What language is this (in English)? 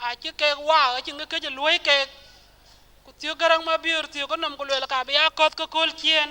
Dinka